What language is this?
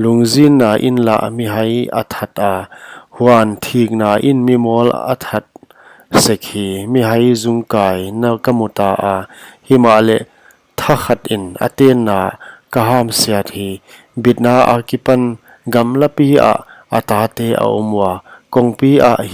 Paite Chin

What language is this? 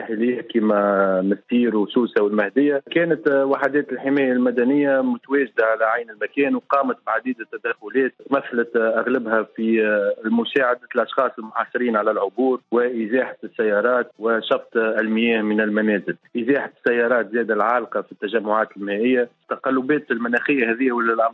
Tunisian Arabic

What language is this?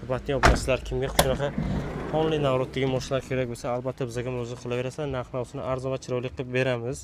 Uzbek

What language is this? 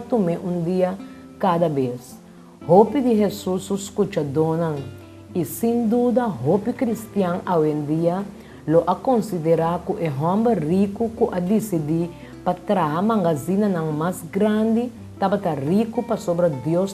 Papiamento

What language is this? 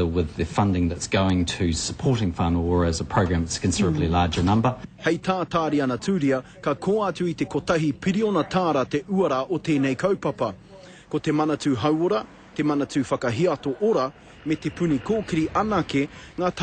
Māori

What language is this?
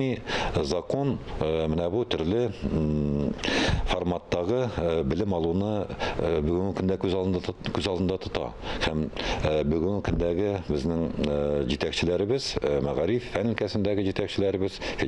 Tatar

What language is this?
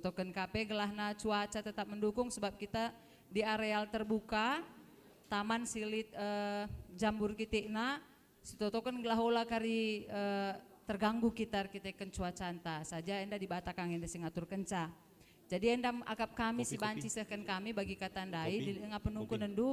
Batak Karo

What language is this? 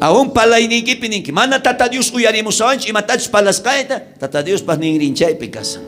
South Bolivian Quechua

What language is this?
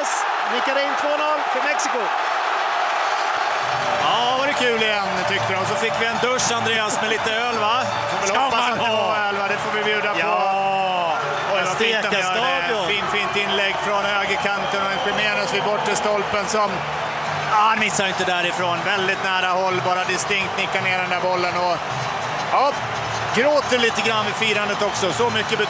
Swedish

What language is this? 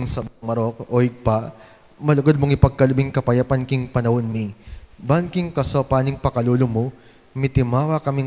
Pampanga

